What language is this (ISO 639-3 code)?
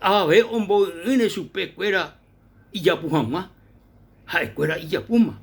grn